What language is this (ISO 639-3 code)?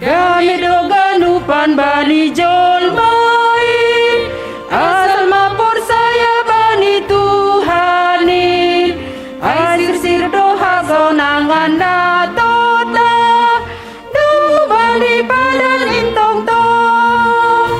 bts